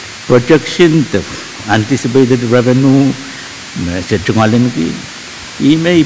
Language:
Pohnpeian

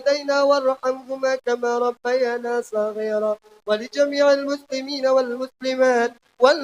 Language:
Achinese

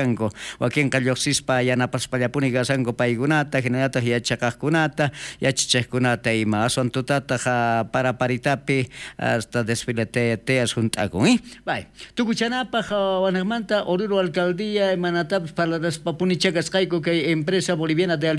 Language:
South Bolivian Quechua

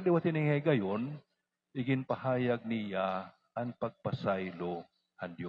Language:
Waray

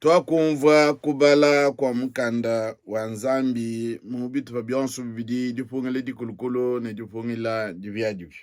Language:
Luba-Lulua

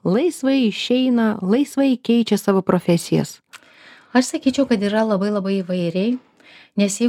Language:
Lithuanian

